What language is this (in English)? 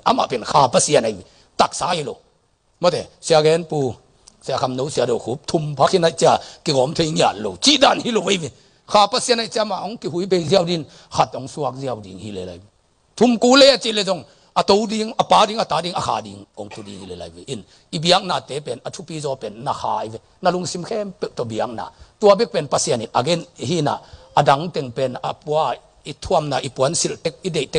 Tedim Chin